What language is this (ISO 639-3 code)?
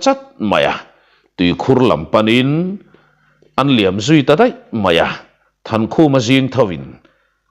lus